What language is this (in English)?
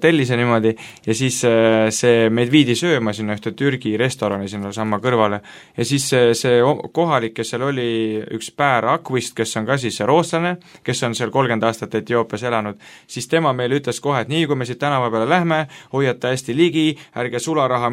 Estonian